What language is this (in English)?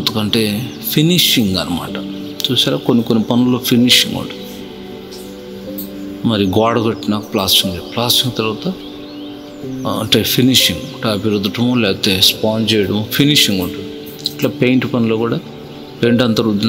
Telugu